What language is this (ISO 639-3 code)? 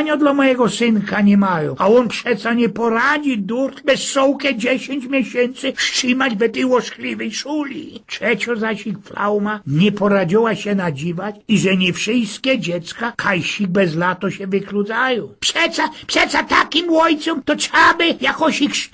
szl